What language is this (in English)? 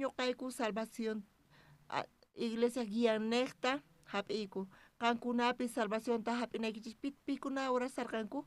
South Bolivian Quechua